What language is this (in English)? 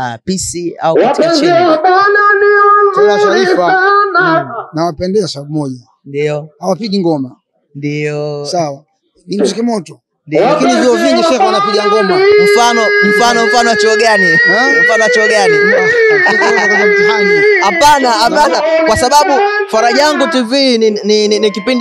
Swahili